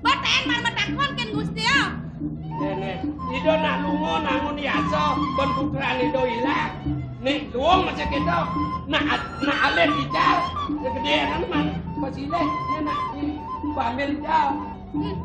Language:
Balinese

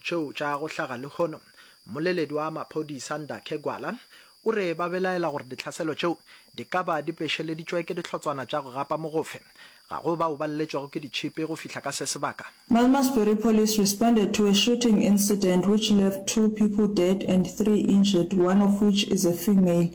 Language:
Northern Sotho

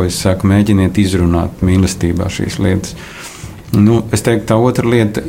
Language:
Latvian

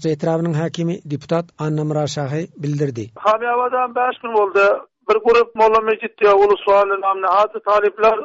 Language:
Turkmen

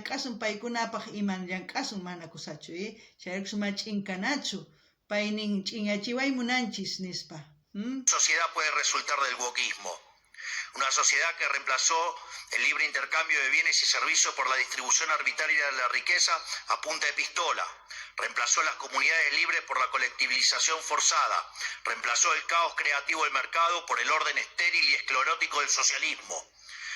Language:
South Bolivian Quechua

